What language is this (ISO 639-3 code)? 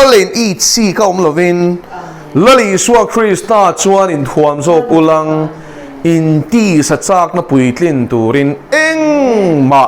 lus